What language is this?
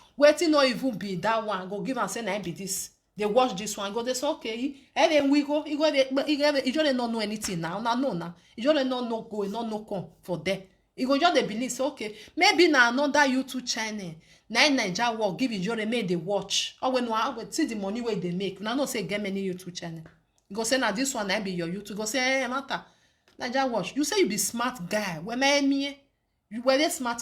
Nigerian Pidgin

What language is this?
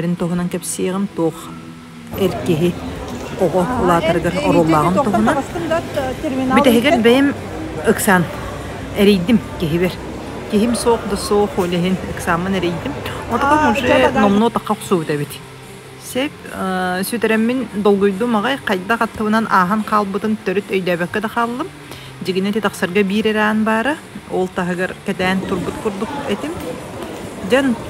Yakut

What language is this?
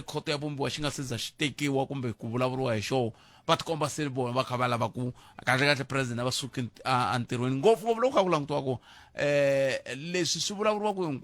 Tsonga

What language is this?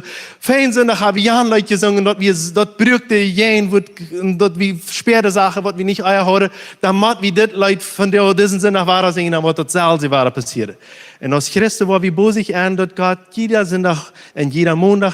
Plautdietsch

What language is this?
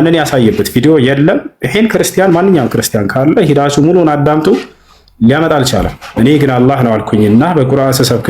Amharic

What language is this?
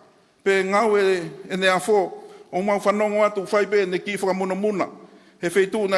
Tongan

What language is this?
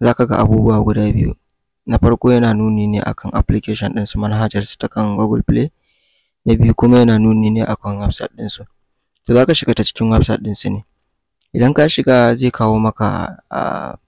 Hausa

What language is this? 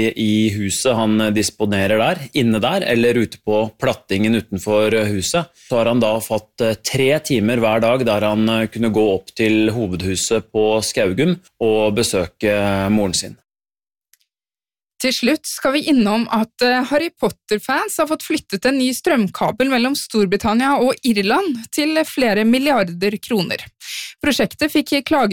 Norwegian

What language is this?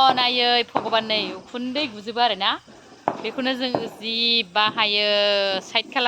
Bodo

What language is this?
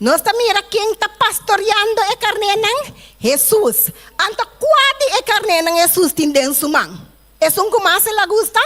Papiamento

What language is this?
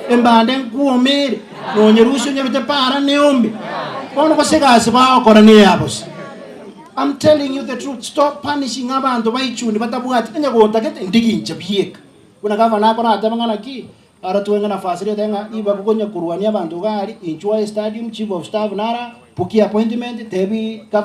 Gusii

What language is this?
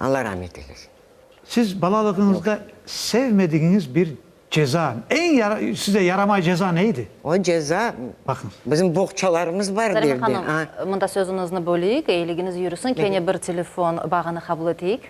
Crimean Tatar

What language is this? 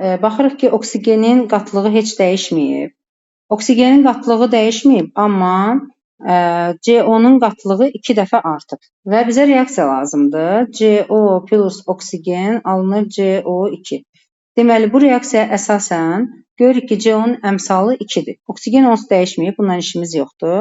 Azerbaijani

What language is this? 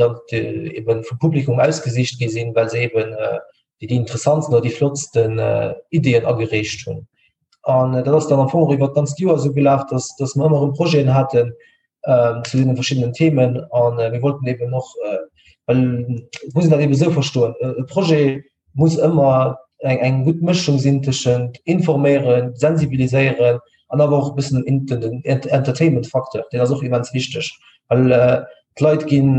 Luxembourgish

